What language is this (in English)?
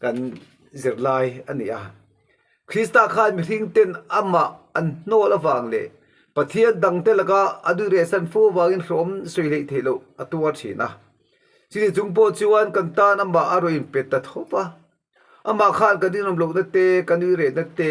Mizo